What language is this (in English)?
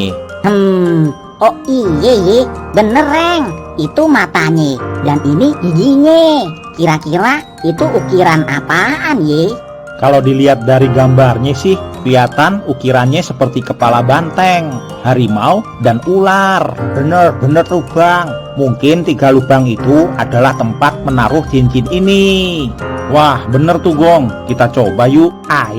Betawi